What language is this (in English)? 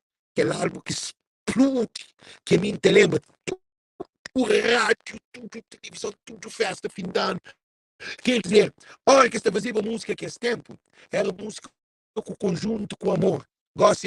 Kabuverdianu